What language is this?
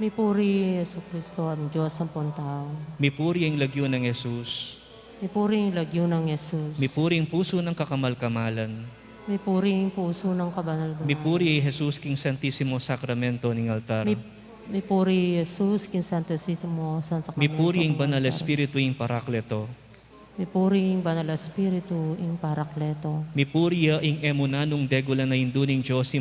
Pampanga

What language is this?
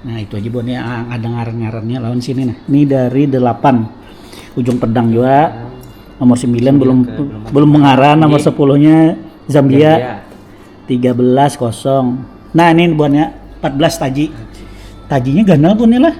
Banjar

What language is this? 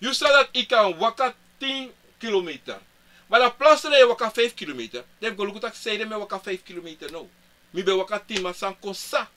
Sranan Tongo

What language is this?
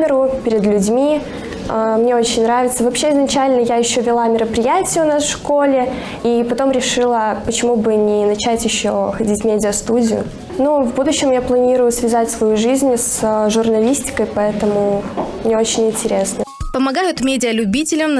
Russian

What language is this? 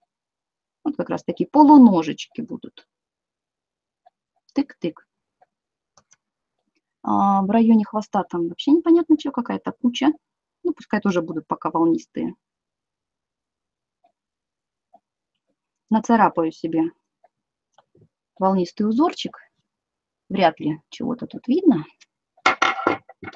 Russian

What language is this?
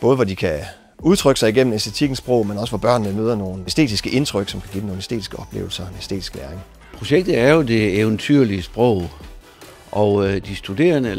Danish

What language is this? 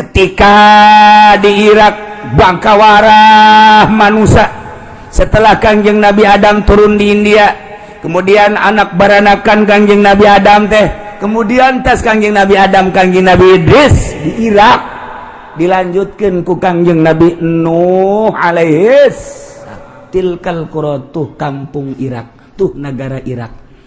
Sundanese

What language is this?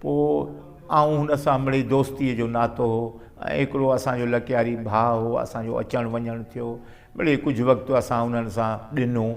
Sindhi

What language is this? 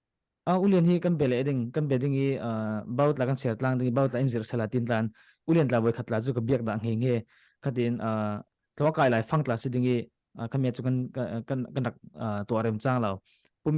Falam Chin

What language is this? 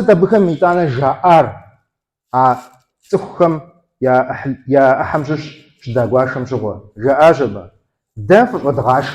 Kabardian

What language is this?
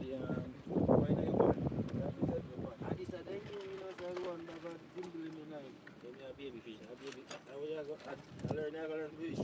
Jamaican Creole English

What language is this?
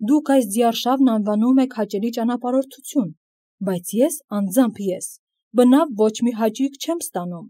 Armenian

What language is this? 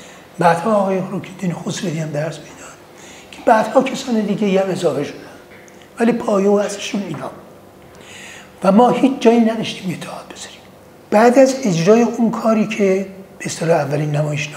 Persian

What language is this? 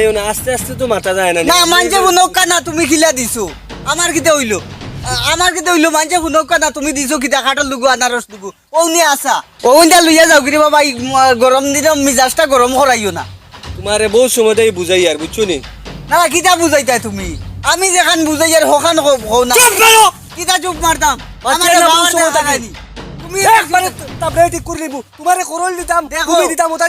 Sylheti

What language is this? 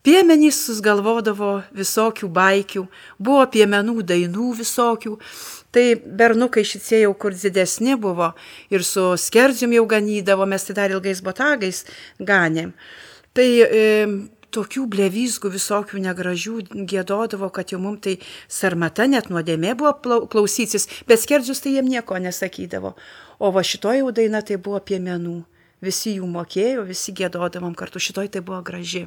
Lithuanian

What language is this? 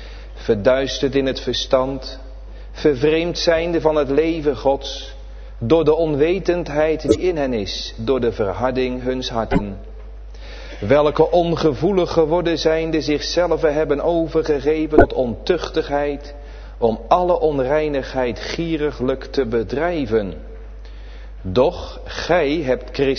Dutch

